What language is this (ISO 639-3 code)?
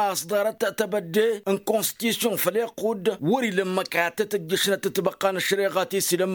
taq